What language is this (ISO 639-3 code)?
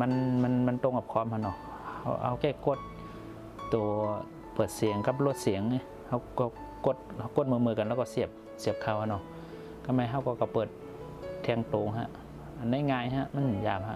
shn